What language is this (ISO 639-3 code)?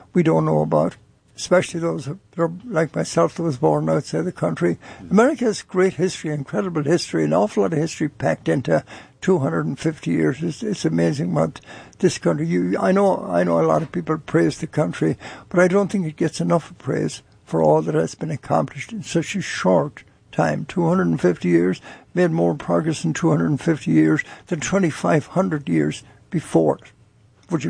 eng